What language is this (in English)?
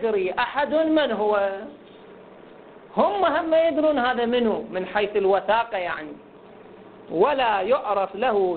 Arabic